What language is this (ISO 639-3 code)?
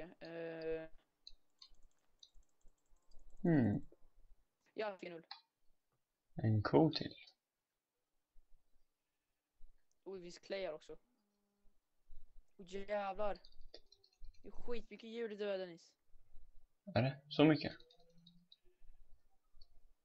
swe